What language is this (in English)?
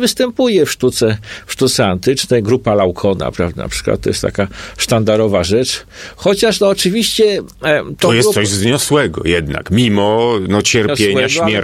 Polish